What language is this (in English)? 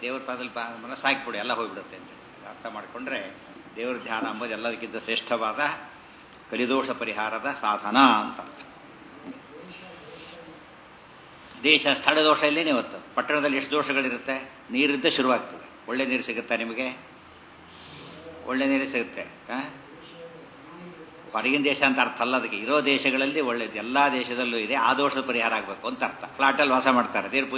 Kannada